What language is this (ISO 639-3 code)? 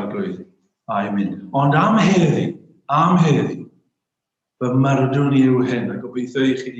cym